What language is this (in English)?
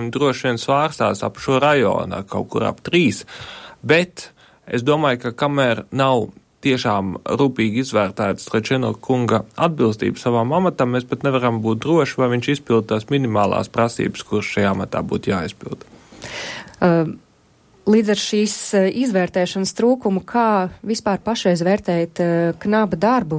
Latvian